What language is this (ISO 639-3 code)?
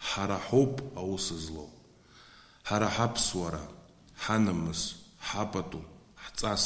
abk